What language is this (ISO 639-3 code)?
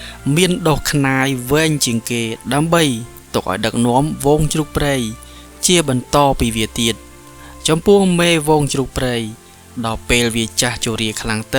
khm